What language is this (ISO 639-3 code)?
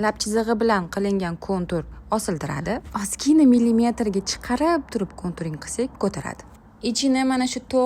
uzb